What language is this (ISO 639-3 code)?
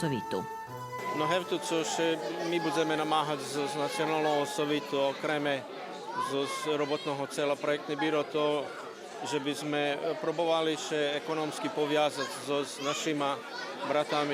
rue